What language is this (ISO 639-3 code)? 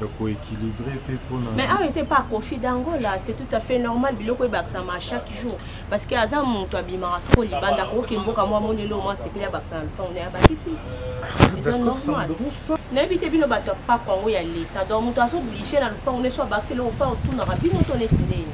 lin